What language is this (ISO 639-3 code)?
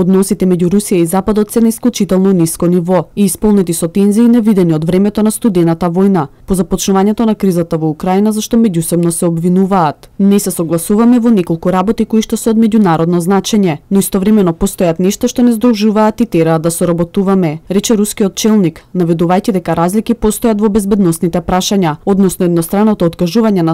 mkd